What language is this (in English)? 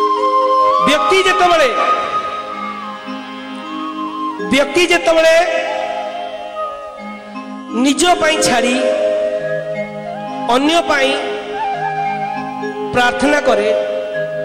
Odia